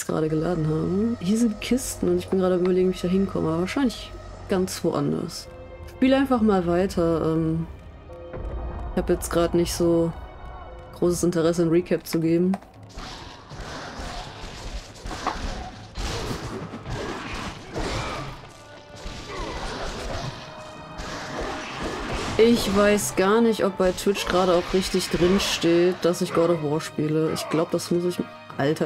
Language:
German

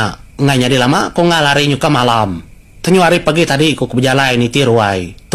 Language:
Iban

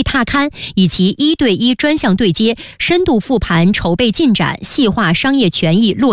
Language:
Chinese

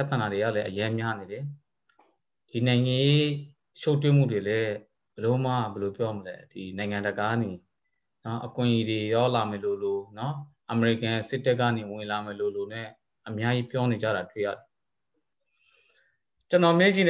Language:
Burmese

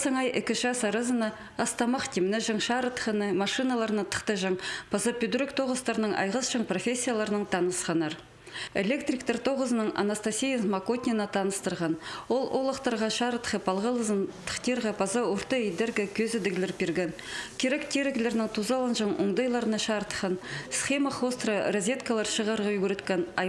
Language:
Khakas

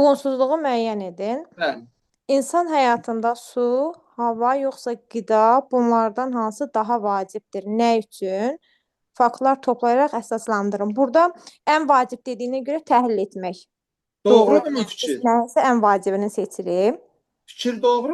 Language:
Azerbaijani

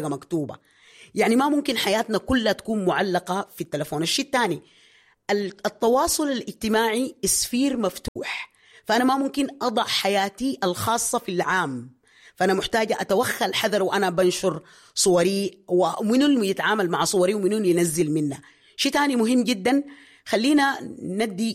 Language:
Sudanese Arabic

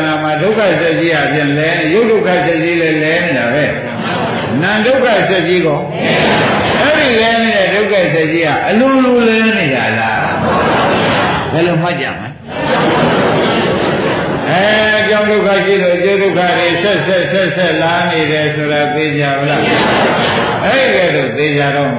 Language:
Burmese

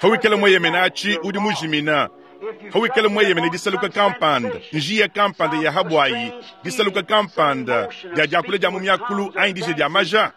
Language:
Luba-Lulua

